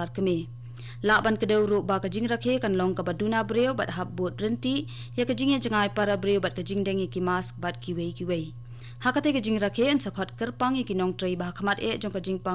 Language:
Khasi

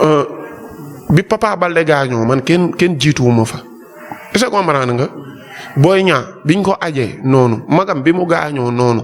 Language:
Wolof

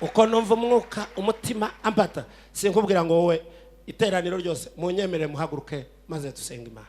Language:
Kinyarwanda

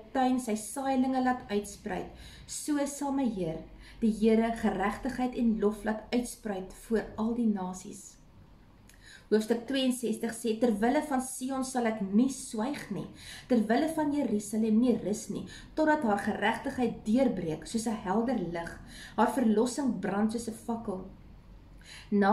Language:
Afrikaans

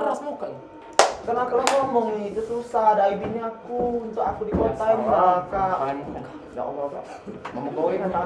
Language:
Musi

